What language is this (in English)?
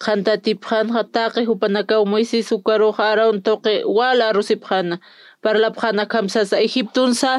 Aymara